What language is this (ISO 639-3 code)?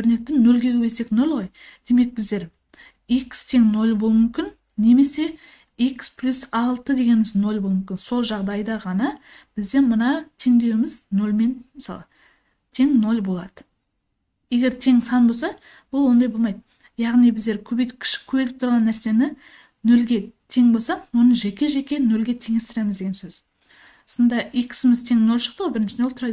kaz